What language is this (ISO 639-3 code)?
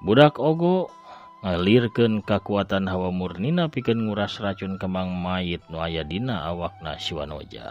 sun